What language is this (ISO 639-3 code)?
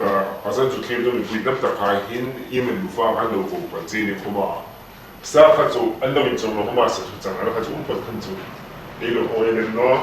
hmr